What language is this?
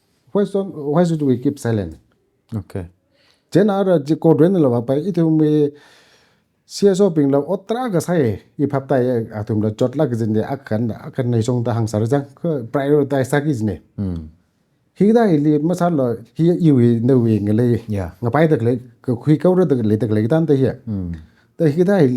Tangkhul Naga (India)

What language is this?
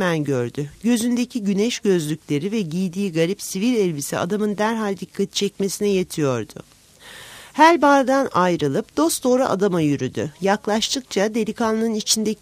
Turkish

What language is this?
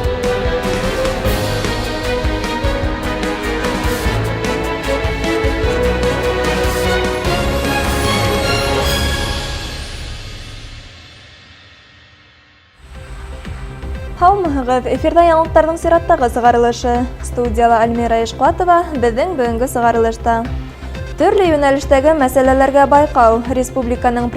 Bashkir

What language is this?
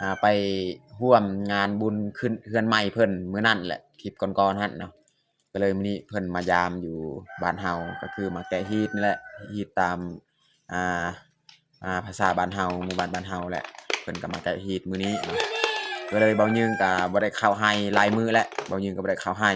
Lao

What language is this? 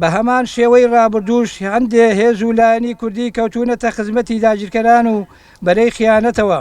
Central Kurdish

